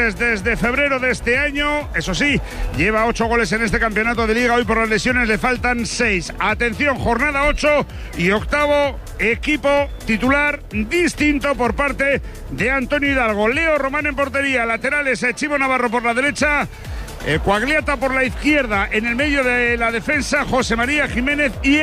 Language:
Spanish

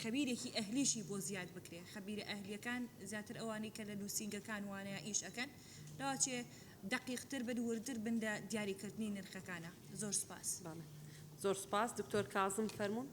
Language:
Central Kurdish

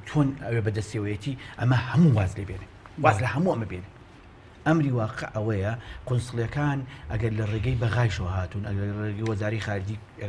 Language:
Central Kurdish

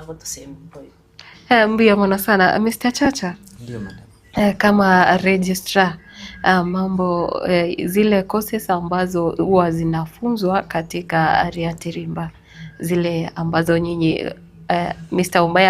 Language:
Gusii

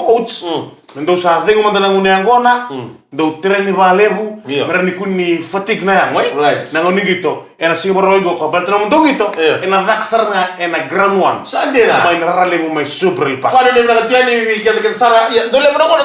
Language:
Fijian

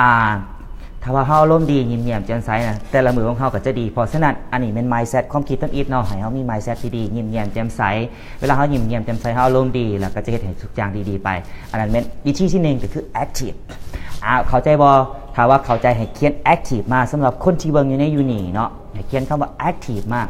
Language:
Lao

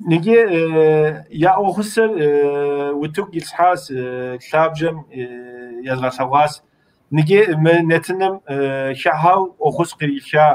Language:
Kabardian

